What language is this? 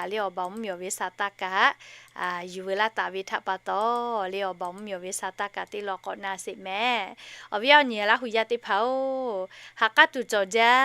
Lahu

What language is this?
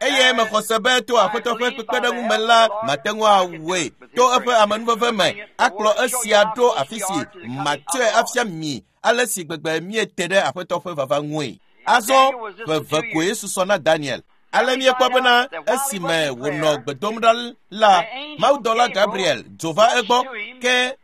Ewe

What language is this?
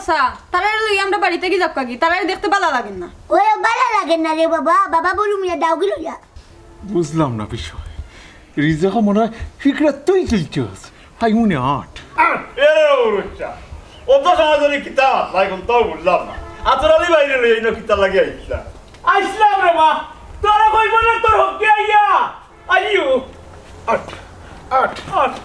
Sylheti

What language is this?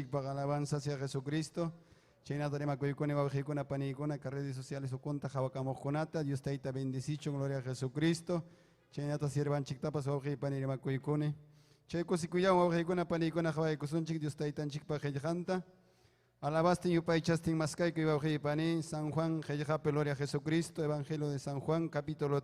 Ayacucho Quechua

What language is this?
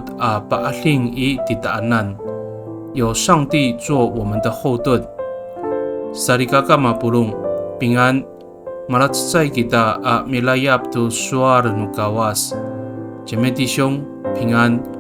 Amis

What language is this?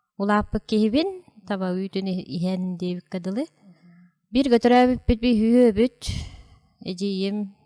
Yakut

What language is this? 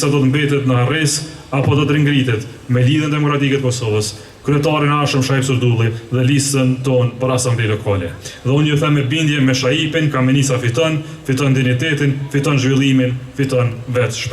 Albanian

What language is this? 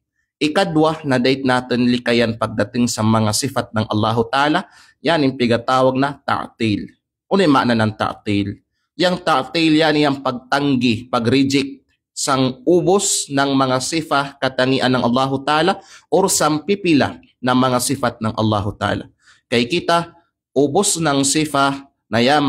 Kalagan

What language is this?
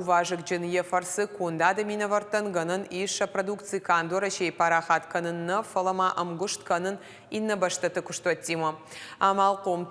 Ossetic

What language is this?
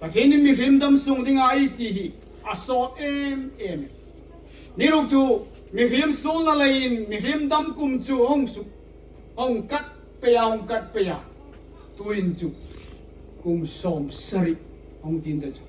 Hmar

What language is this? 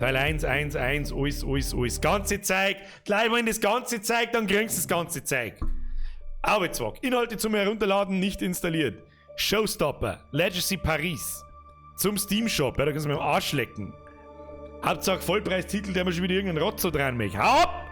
Bavarian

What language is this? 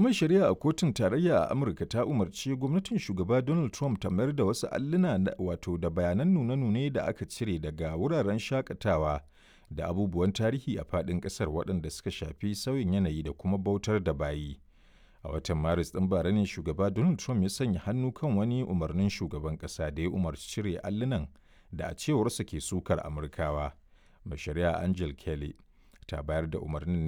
Hausa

